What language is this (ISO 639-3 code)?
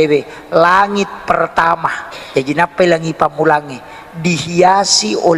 bug